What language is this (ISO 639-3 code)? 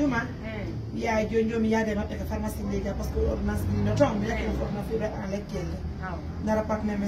fuf